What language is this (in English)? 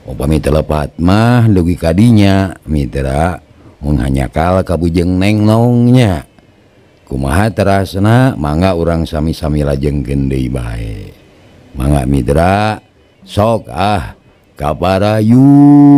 Sundanese